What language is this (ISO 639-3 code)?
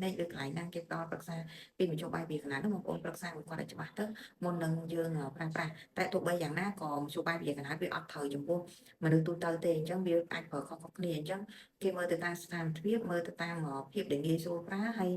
khm